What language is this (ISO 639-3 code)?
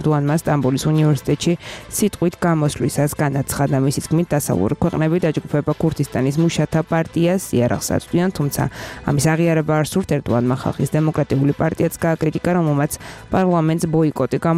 kat